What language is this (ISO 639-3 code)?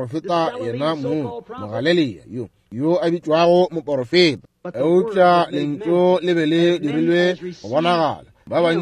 nso